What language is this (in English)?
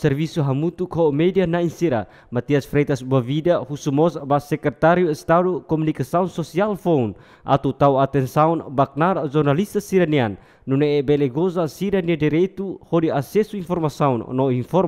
Tetum